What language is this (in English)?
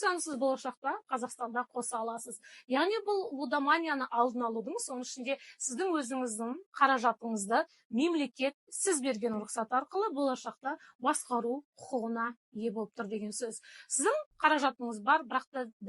Kazakh